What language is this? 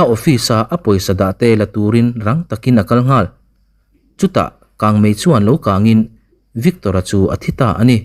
Mizo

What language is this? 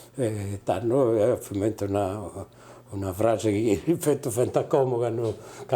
Sardinian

